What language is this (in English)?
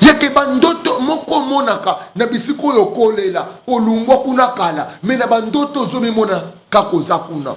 Lingala